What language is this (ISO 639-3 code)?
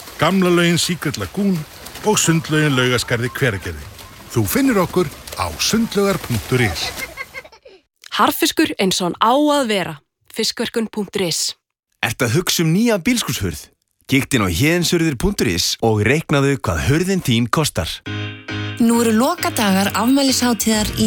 isl